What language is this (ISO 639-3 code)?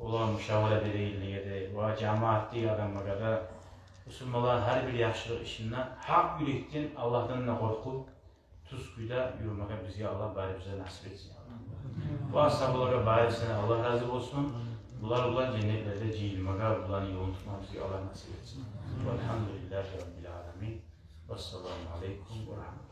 kum